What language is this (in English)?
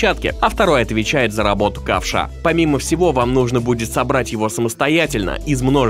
Russian